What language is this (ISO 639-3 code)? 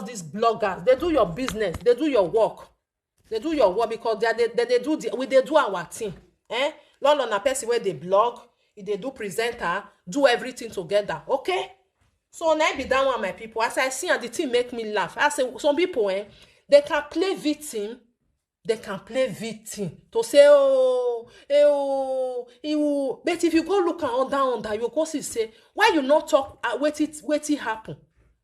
pcm